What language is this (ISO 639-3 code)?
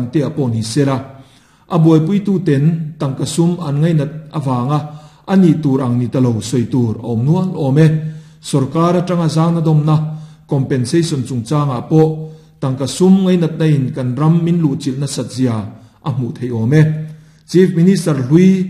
lus